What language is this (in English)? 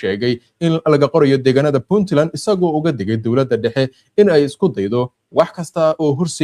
Somali